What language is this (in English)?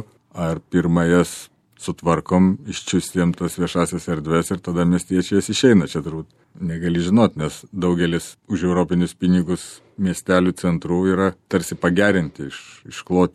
Lithuanian